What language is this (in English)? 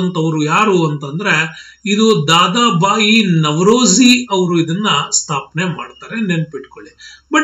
Kannada